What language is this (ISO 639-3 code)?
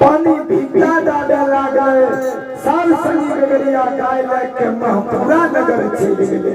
mai